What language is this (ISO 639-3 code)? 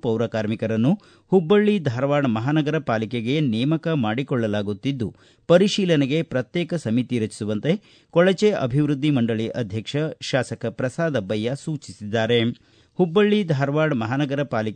kan